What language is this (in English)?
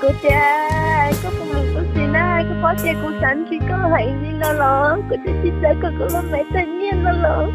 Hmong